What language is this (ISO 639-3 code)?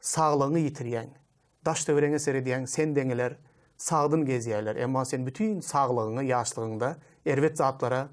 tuk